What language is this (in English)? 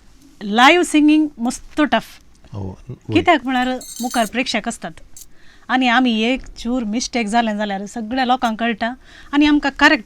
Konkani